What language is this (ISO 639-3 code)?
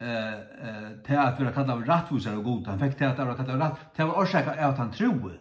fao